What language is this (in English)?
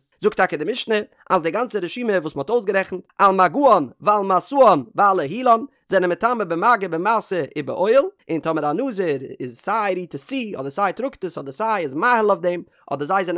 Yiddish